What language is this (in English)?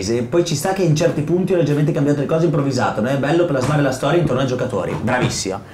Italian